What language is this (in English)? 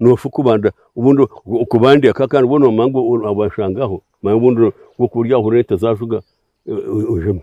Nyankole